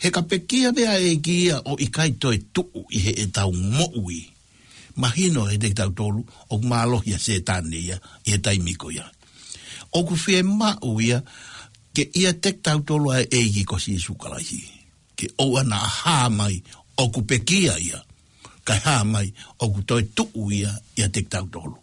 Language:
Tongan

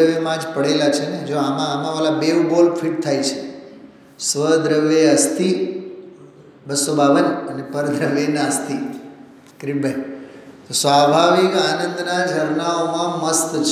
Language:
Gujarati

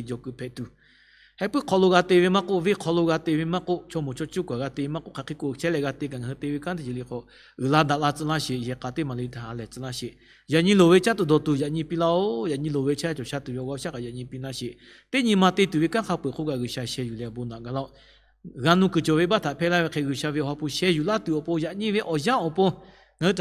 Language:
Lahu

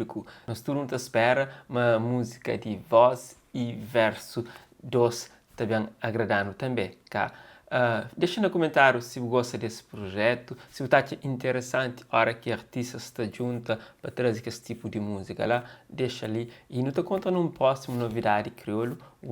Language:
Kabuverdianu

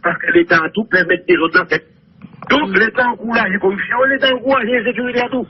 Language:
Haitian Creole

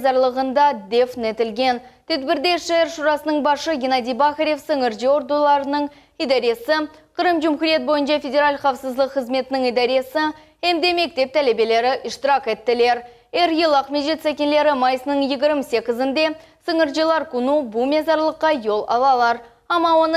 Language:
Crimean Tatar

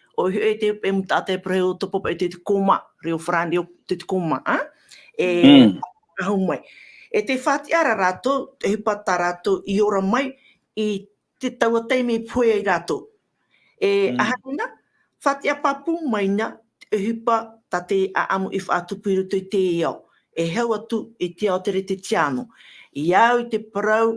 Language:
Tahitian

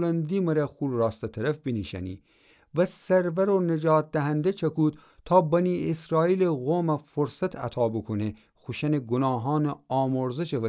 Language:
Gilaki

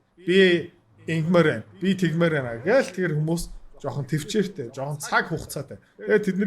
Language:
Mongolian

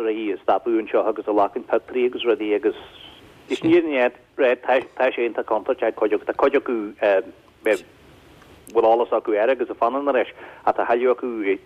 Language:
Irish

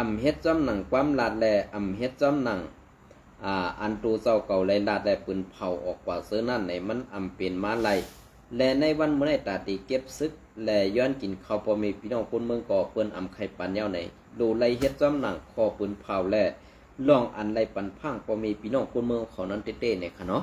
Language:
Shan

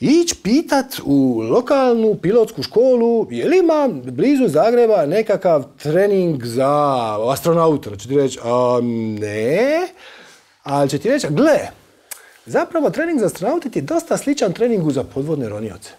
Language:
Croatian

